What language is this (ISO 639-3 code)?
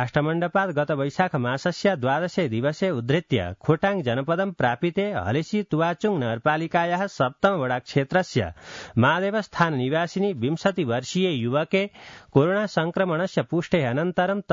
san